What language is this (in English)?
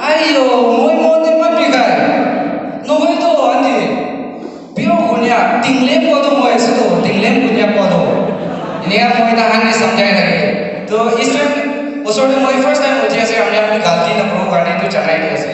Naga Pidgin